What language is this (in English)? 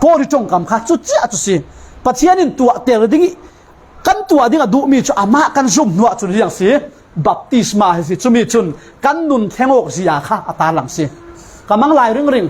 Falam Chin